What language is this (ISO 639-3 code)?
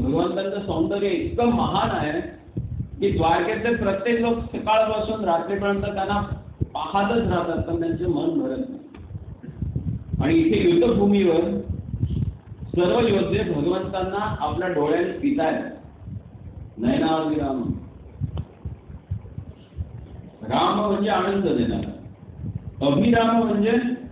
mar